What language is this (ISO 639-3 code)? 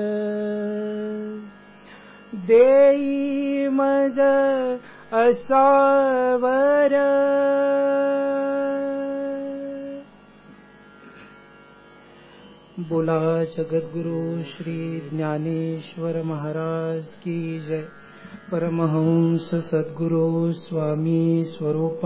mar